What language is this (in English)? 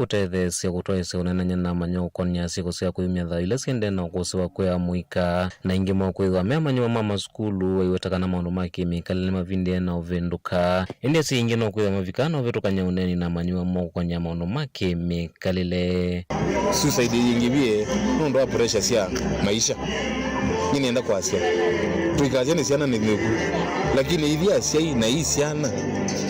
Kamba